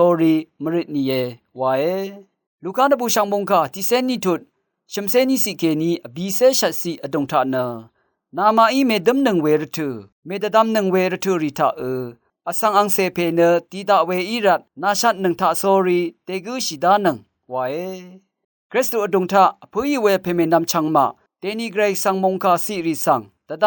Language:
Rawang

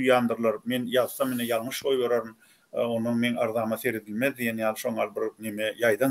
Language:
Turkmen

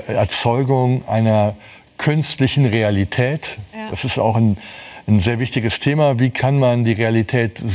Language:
Luxembourgish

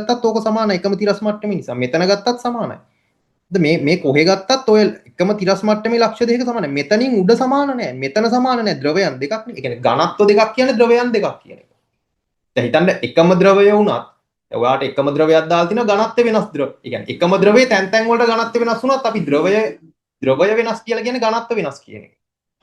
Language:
Sinhala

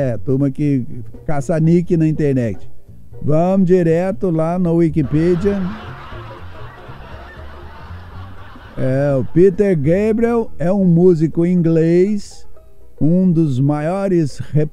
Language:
Portuguese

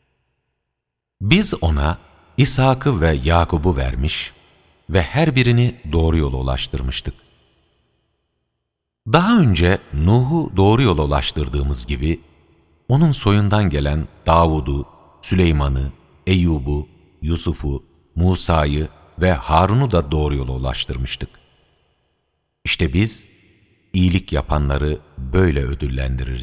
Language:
Turkish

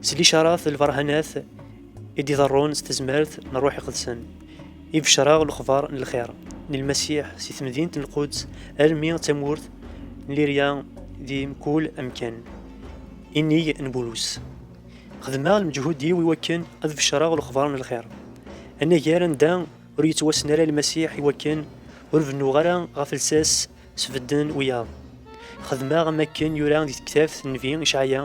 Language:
Kabyle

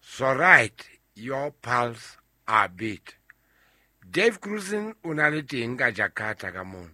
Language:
Southern Sotho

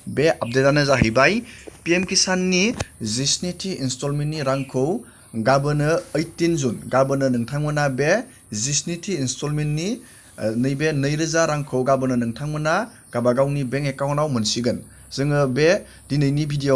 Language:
Bodo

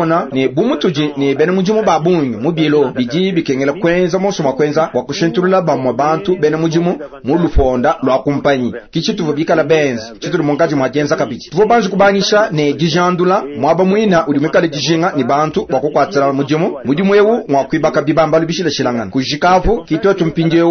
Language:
Luba-Lulua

